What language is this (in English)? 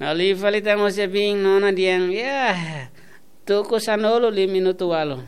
Tetum